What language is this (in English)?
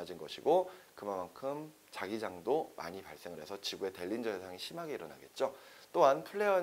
Korean